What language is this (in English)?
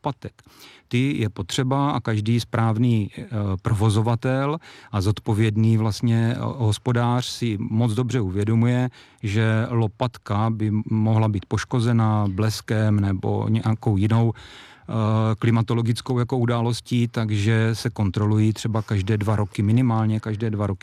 Czech